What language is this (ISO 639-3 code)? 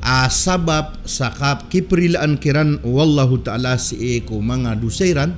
mrw